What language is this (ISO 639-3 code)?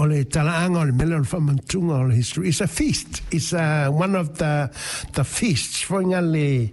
smo